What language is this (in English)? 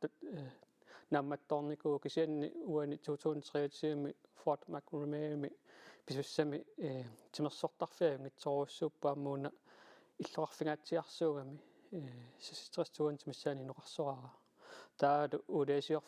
Kalaallisut